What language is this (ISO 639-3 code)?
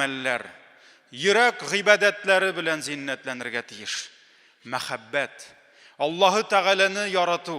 tat